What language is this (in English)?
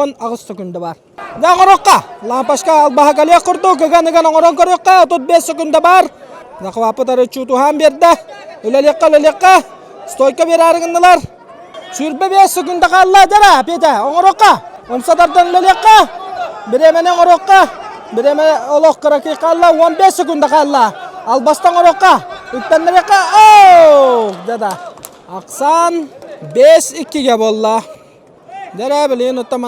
Yakut